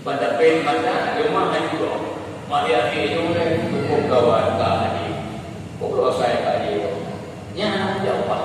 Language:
Achinese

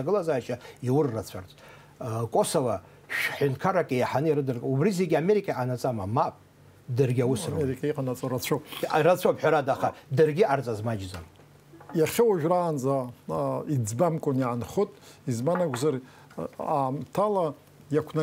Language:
Abkhazian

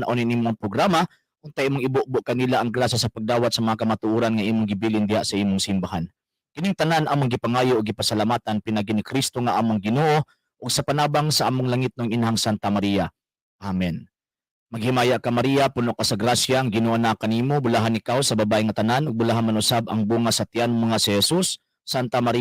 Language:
Cebuano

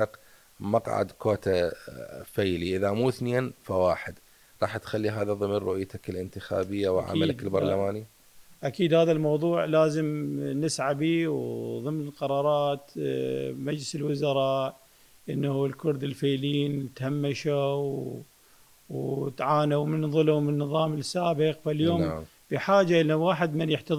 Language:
Mesopotamian Arabic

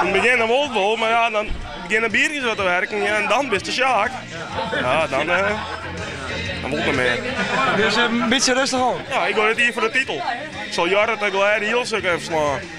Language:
Western Frisian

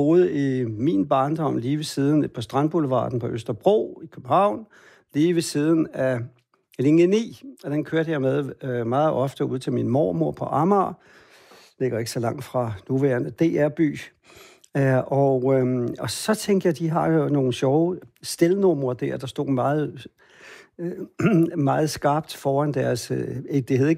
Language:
Danish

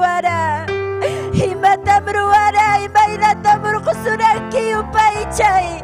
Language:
Ayacucho Quechua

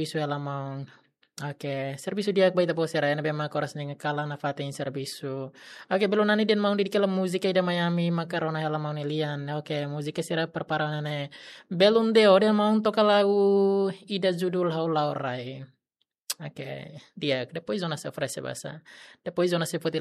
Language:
Tetum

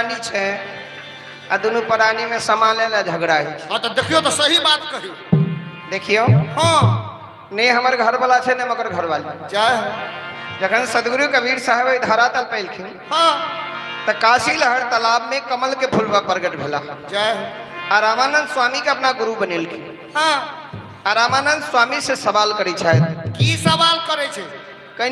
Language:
Maithili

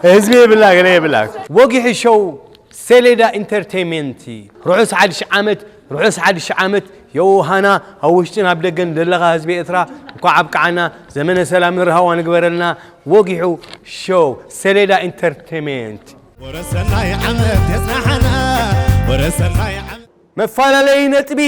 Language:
Tigrinya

